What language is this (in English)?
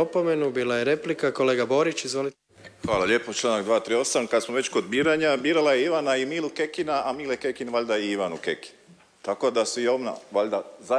Croatian